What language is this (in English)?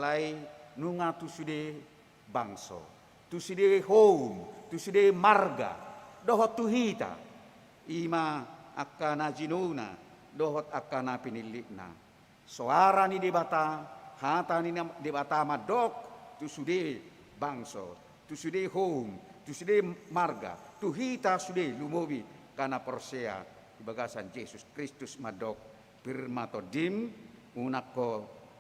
Batak Toba